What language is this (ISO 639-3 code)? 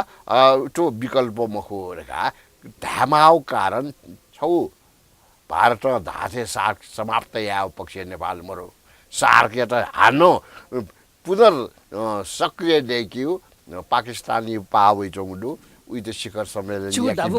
new